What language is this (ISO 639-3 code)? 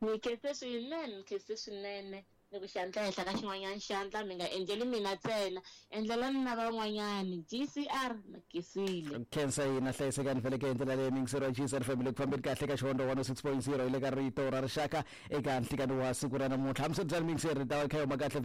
tso